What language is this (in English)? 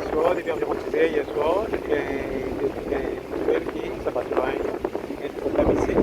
Morisyen